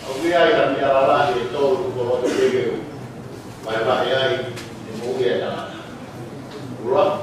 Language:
Tongan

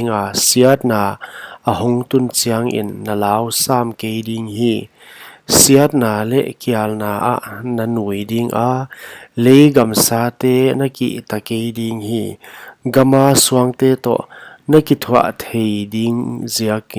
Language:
Paite Chin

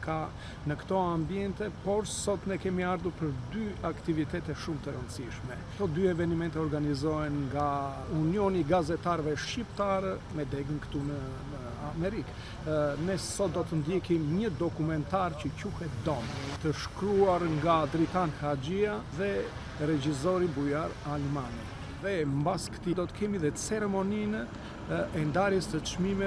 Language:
Albanian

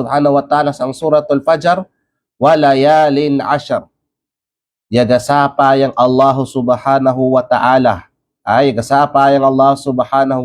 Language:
Kalagan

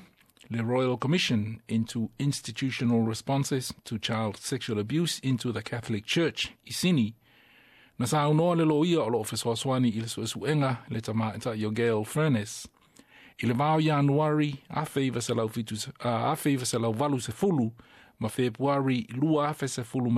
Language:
Samoan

